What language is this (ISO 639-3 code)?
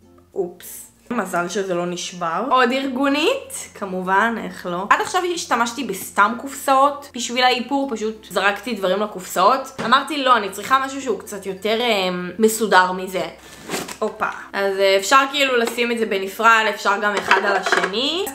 heb